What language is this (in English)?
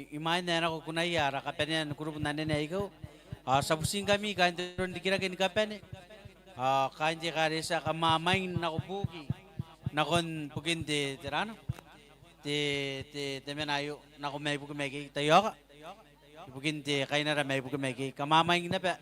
Gilbertese